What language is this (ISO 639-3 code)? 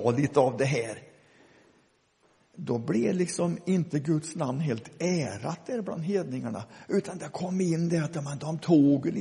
swe